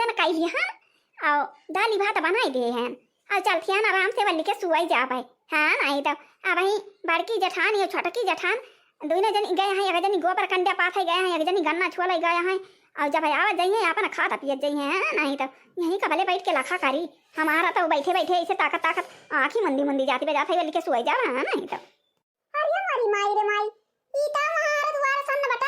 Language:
Awadhi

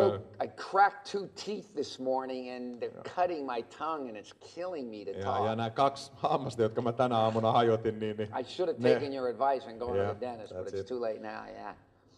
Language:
Finnish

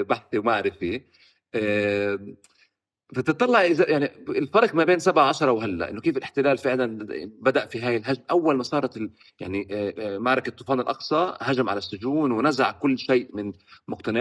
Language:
North Levantine Arabic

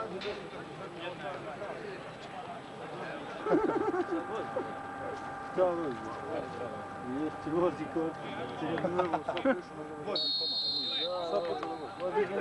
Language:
Serbian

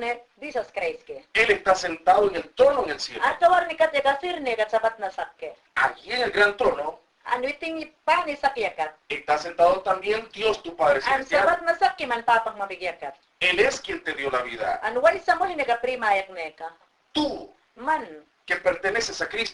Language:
Mayangna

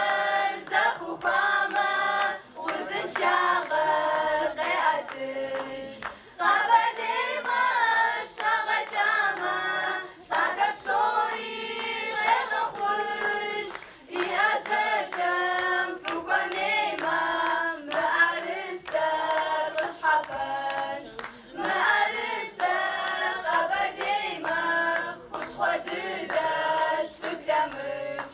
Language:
Kabardian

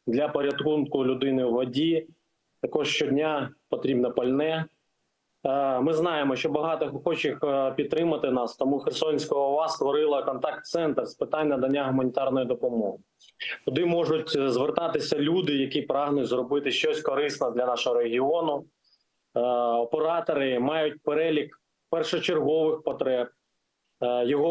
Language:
Ukrainian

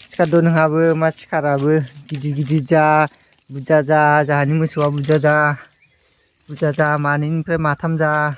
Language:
Bodo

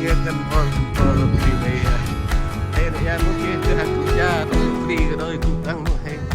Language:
Central Mnong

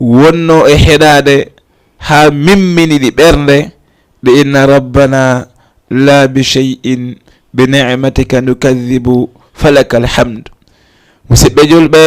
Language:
Fula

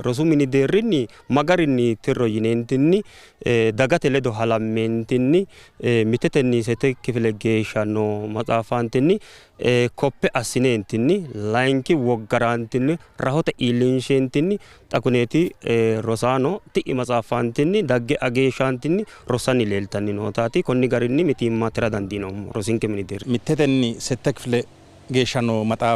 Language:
Sidamo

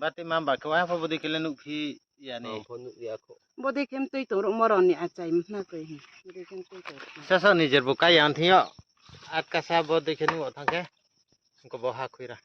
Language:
Riang (India)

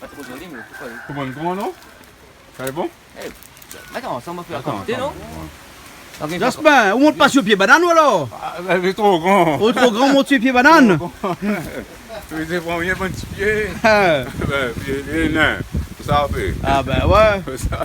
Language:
Réunion Creole French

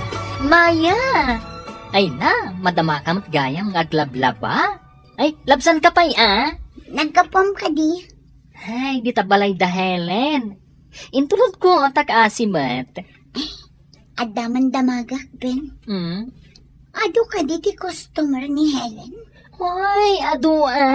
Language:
Iloko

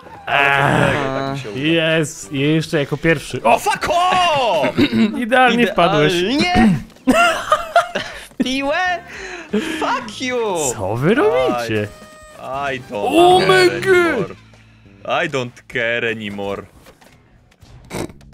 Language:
Polish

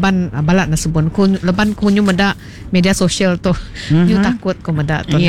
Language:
Iban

